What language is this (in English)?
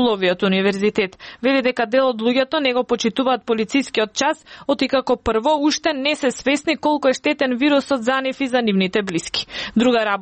Macedonian